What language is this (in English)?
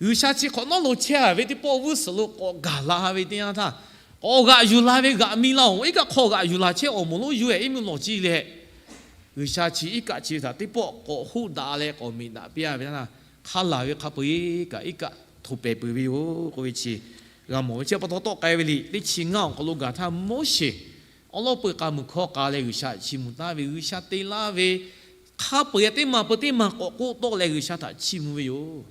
Lahu